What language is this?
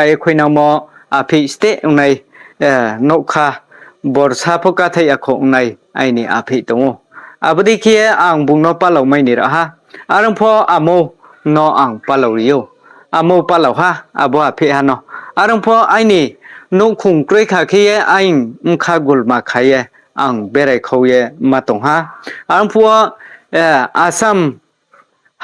Riang (India)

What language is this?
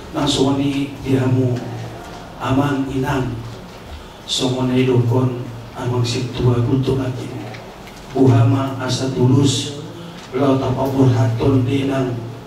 Batak Toba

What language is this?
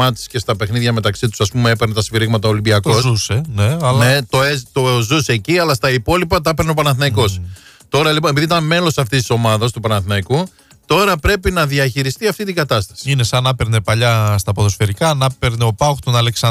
Greek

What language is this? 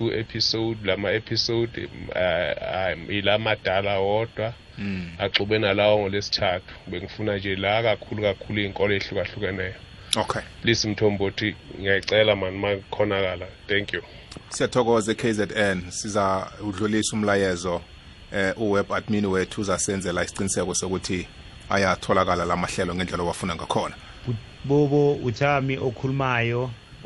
South Ndebele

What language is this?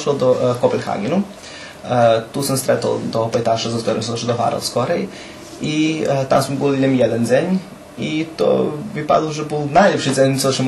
Rusyn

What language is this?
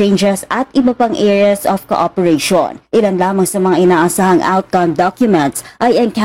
Filipino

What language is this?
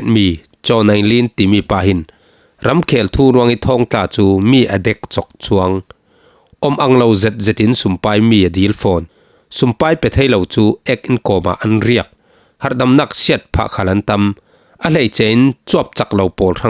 Falam Chin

